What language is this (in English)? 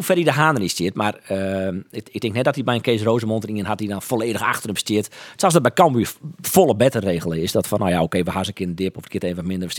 Western Frisian